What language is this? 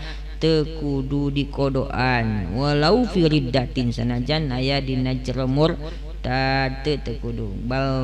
Sundanese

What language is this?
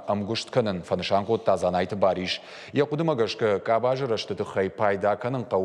Ossetic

